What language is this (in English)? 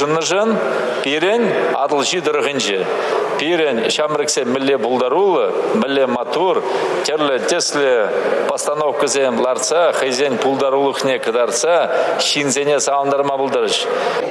Chuvash